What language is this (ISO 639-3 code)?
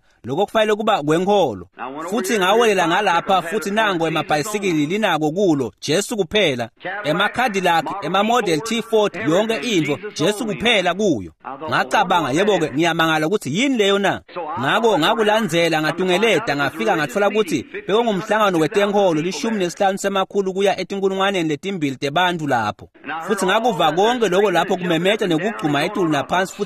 ssw